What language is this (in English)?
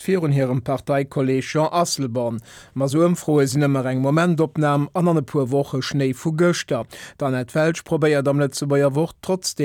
Luxembourgish